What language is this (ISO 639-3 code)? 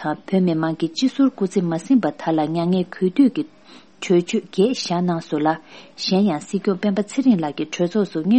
bod